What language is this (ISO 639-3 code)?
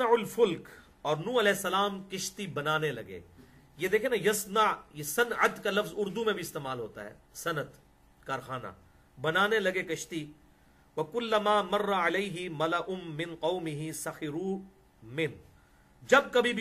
urd